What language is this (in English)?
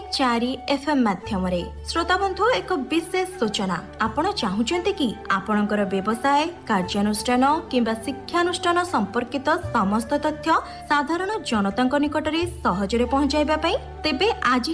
Odia